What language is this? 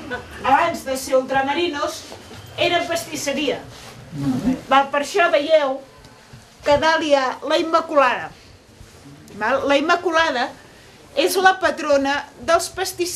Catalan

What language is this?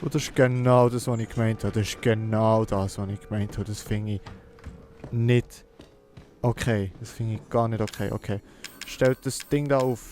Swiss German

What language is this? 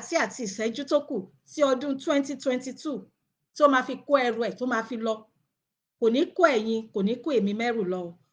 Yoruba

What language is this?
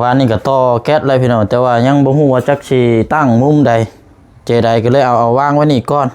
Lao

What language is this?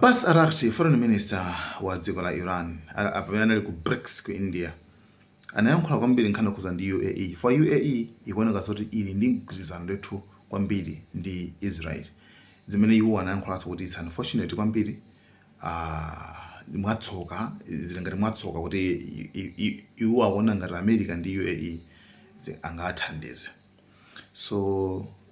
Nyanja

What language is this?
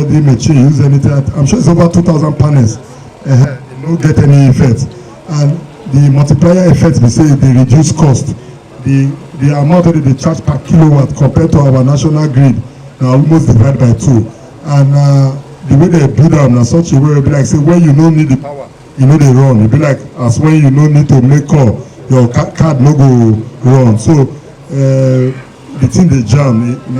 Nigerian Pidgin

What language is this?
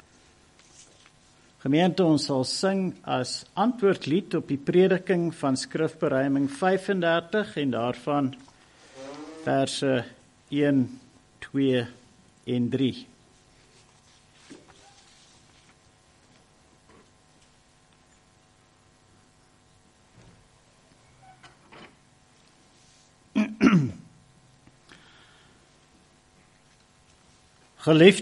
Afrikaans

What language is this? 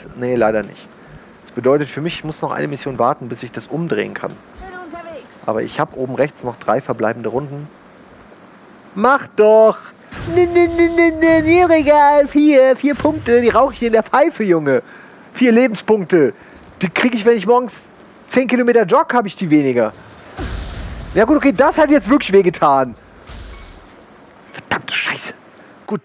German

